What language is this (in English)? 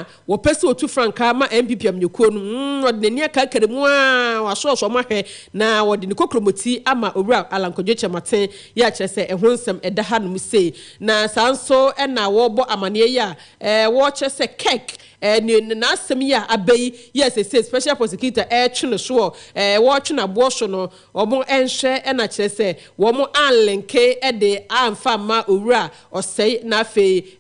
Akan